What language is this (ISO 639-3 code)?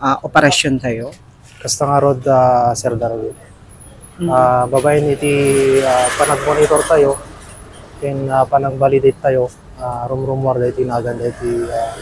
ilo